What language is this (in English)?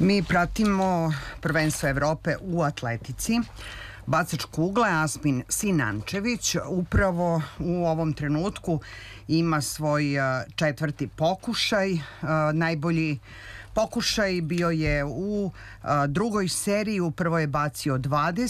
Serbian